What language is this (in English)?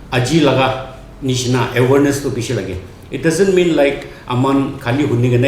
Naga Pidgin